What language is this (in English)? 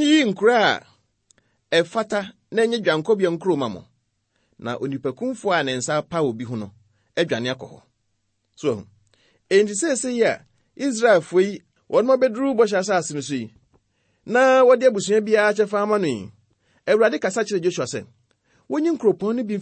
Akan